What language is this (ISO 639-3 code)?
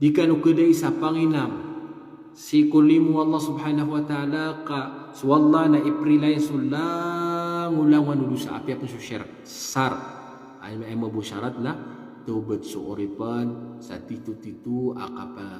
mrw